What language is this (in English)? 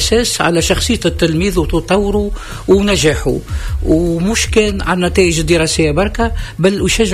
Tunisian Arabic